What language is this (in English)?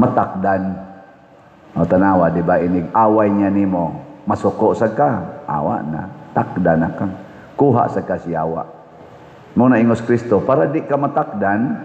Cebuano